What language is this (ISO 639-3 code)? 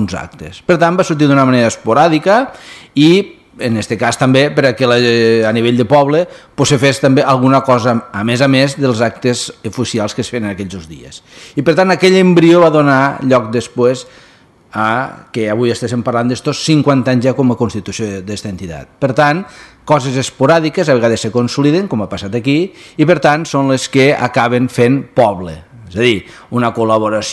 cat